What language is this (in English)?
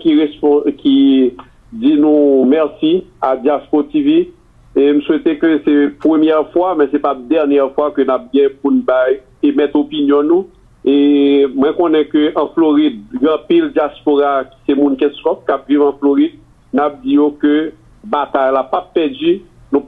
Haitian Creole